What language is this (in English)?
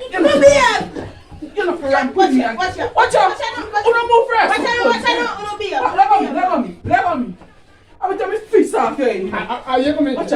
Jamaican Creole English